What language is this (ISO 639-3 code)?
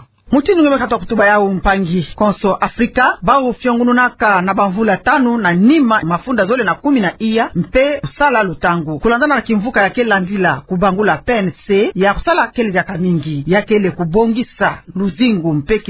ktu